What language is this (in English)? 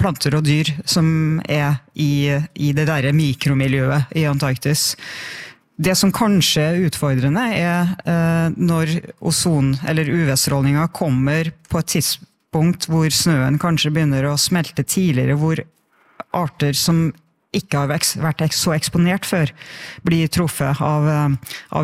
Norwegian